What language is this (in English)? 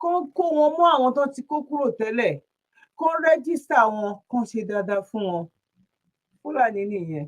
Yoruba